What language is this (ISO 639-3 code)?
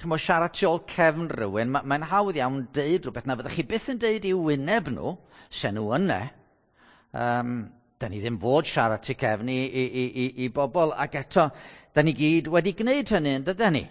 cym